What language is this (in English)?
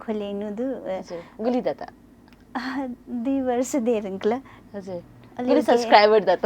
Newari